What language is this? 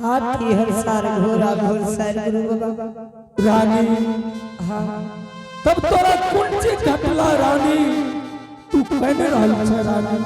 Angika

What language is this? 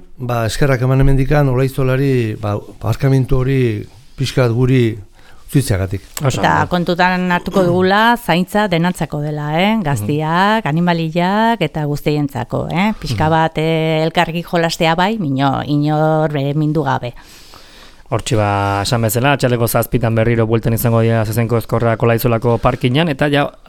Basque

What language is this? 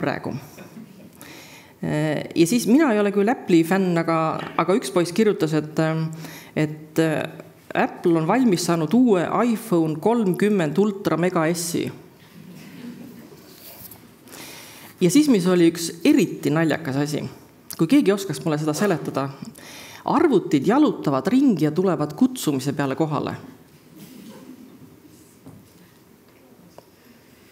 Estonian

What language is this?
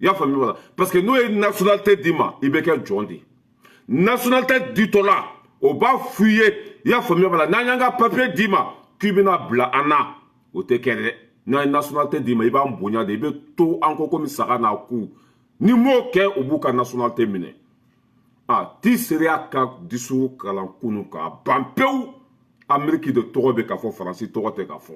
Bambara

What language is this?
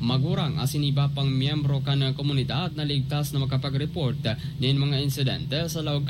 Bikol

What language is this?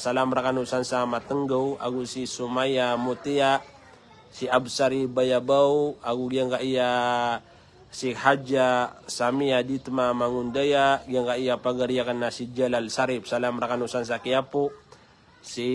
Maranao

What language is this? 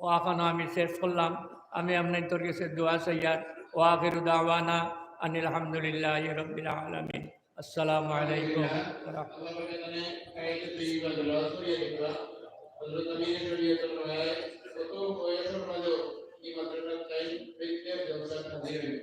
Sylheti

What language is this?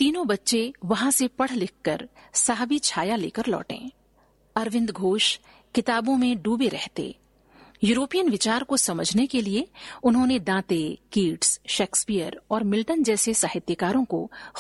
Hindi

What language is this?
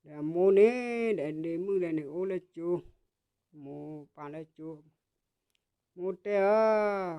S'gaw Karen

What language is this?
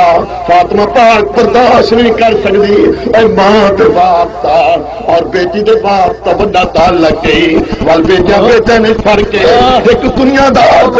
Saraiki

